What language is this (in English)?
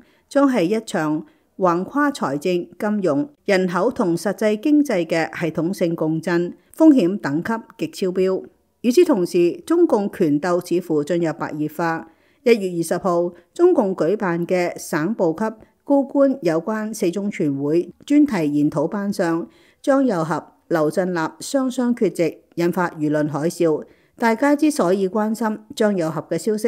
Cantonese